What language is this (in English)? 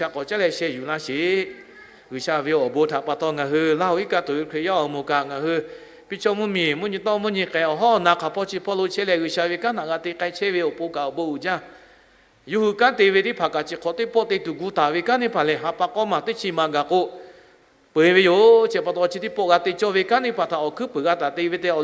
Lahu